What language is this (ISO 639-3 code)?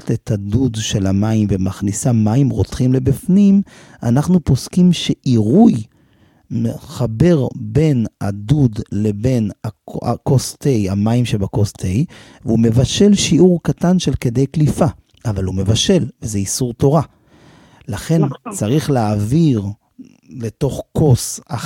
heb